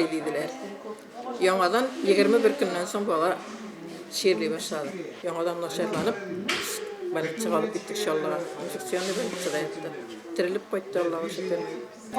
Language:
Tatar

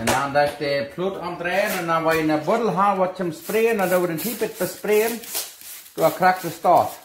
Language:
Plautdietsch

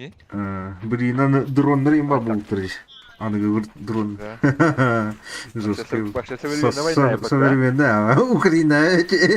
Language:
Yakut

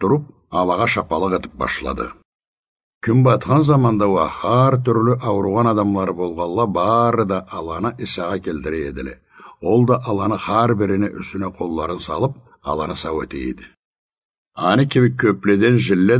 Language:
Karachay-Balkar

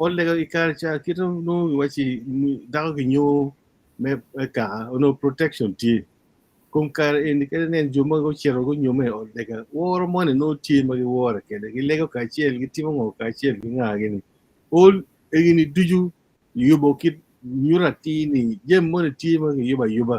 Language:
Acoli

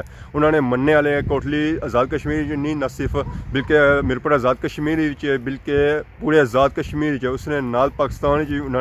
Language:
Pahari-Potwari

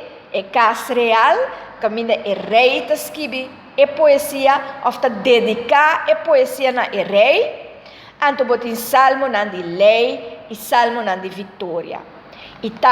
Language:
Papiamento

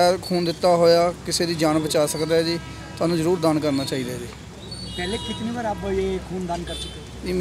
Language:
Punjabi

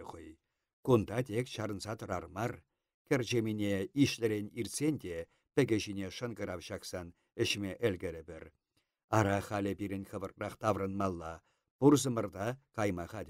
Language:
Chuvash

